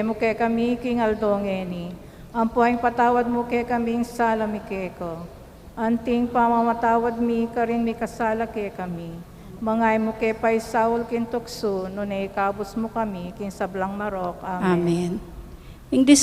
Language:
Pampanga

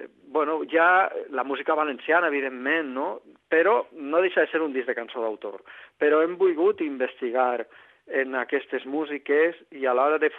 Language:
Catalan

